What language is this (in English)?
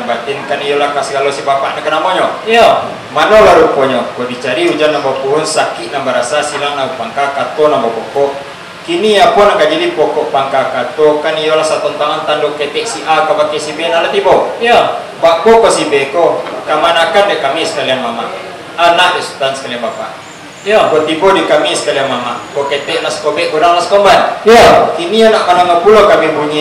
Minangkabau